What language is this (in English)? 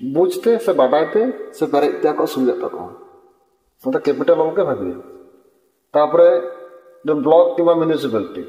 Santali